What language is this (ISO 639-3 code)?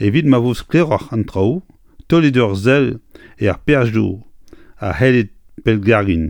bre